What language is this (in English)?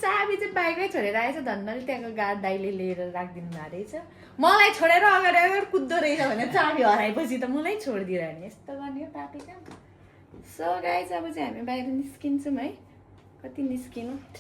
Nepali